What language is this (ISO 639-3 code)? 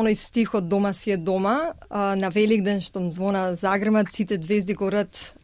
mkd